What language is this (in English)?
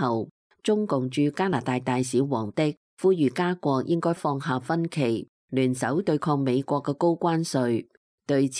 Cantonese